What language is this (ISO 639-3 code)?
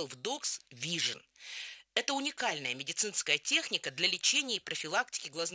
rus